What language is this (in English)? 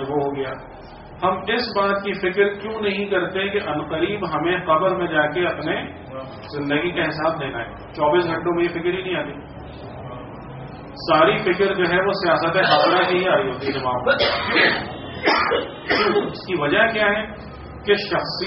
Urdu